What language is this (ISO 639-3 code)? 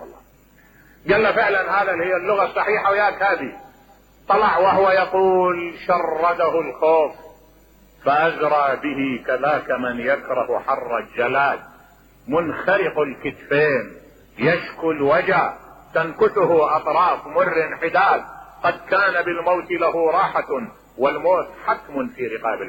acm